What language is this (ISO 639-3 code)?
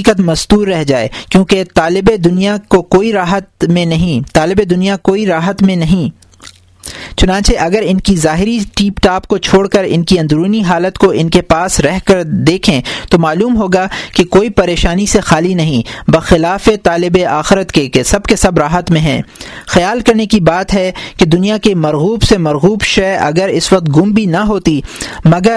urd